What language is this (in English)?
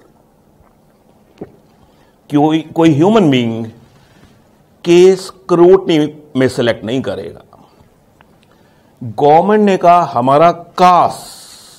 Hindi